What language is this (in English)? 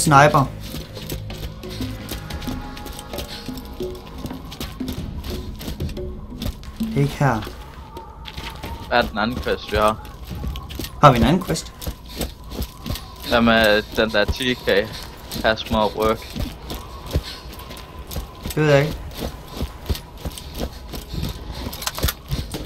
Danish